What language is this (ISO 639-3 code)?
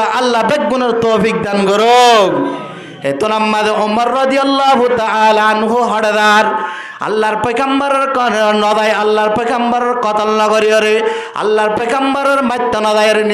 rhg